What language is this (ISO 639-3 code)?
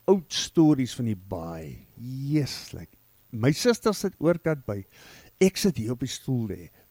afr